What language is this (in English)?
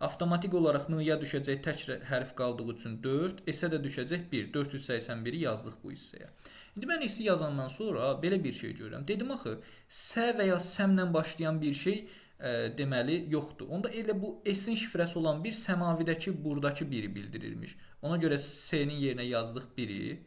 Azerbaijani